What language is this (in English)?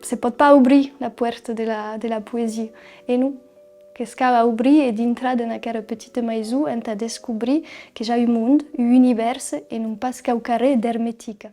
Occitan